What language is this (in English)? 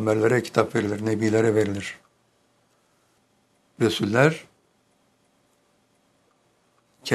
Turkish